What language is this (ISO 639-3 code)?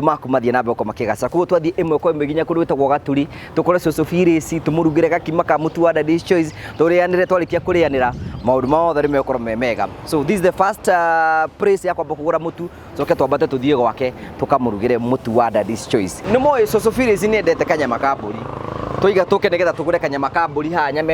kik